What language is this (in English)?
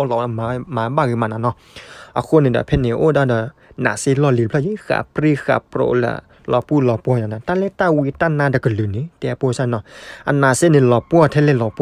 S'gaw Karen